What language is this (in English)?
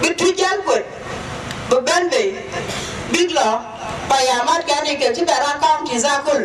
Dinka